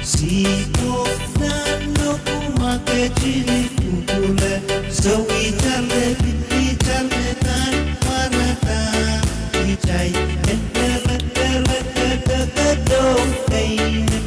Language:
Pohnpeian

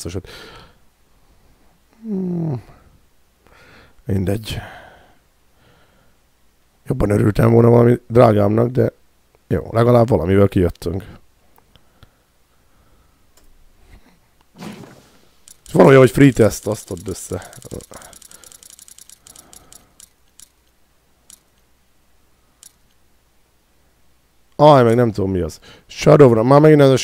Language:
Hungarian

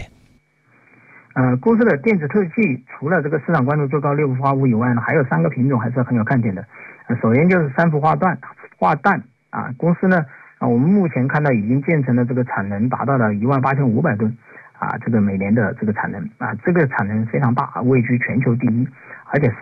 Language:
Chinese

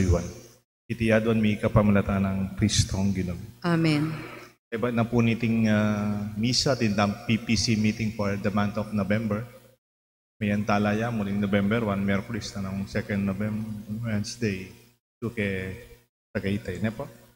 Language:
Pampanga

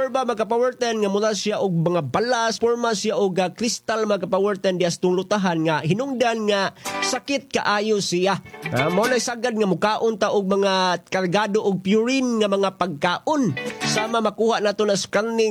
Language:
Cebuano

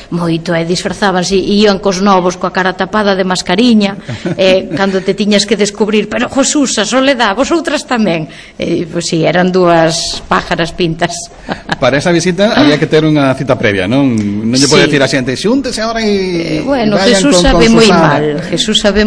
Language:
Galician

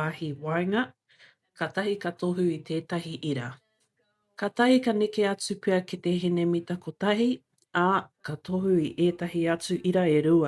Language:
Māori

